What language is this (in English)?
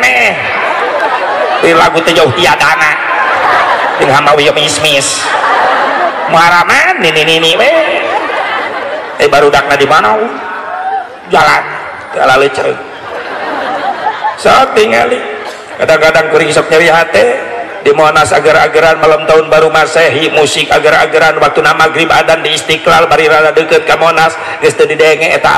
Sundanese